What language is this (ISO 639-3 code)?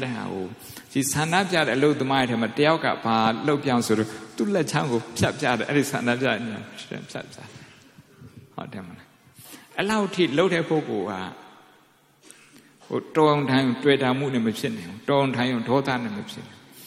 mya